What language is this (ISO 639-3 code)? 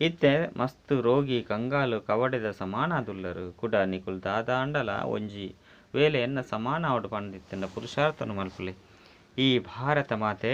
tcy